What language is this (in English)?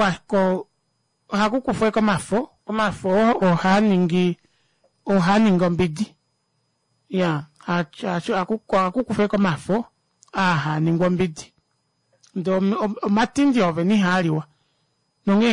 Kuanyama